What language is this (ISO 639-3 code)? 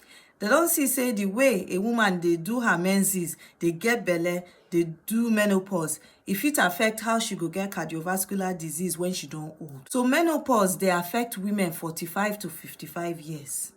pcm